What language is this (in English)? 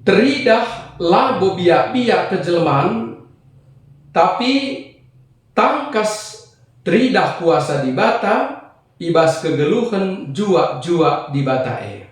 Batak Karo